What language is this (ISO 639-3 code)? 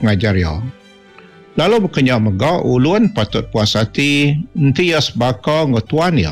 iba